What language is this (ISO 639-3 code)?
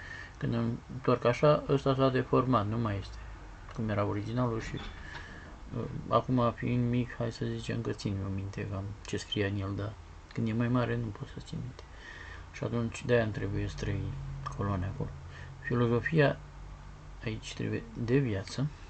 ron